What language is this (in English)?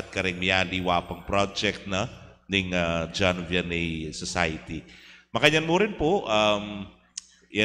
Pampanga